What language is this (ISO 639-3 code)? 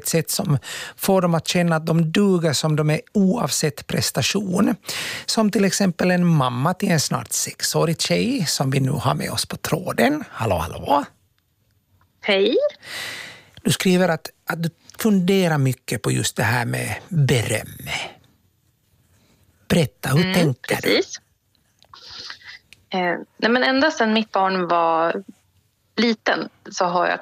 swe